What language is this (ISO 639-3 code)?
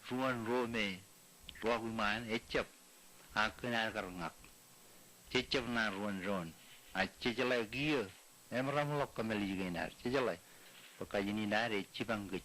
mah